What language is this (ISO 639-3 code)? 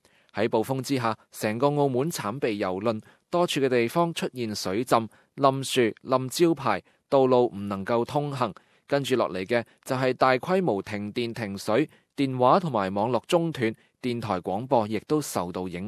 yue